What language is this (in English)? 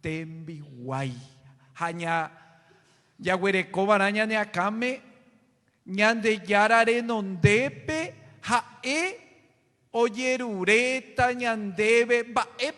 Guarani